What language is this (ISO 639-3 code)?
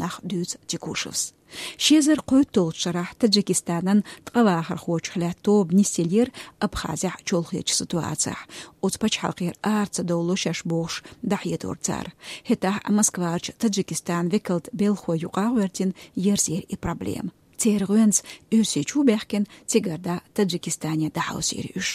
che